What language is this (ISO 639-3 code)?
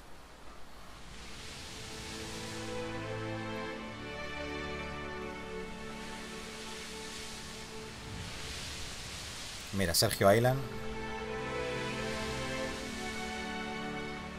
spa